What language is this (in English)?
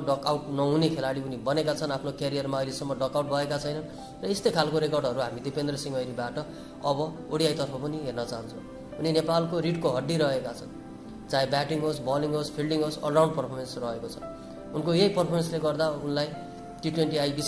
Nepali